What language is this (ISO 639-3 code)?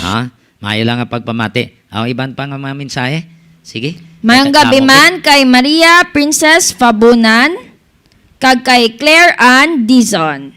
hil